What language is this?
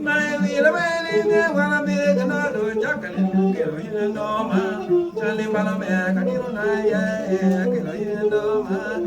Acoli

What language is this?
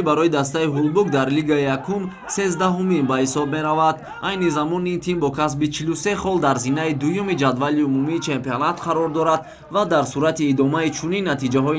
Tajik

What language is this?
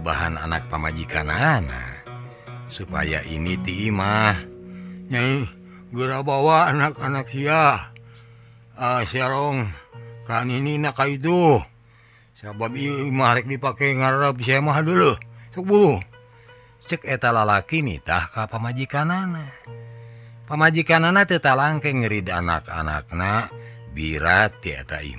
Sundanese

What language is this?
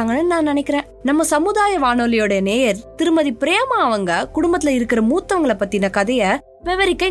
Tamil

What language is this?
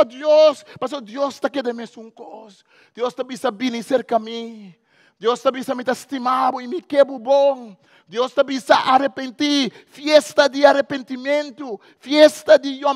Papiamento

